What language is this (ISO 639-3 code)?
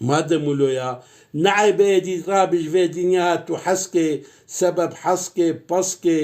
kur